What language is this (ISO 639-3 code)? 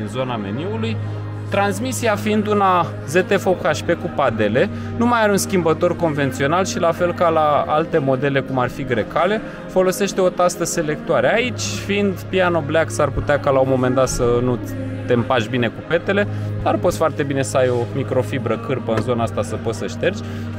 ron